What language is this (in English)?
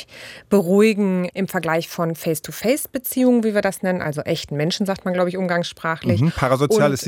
German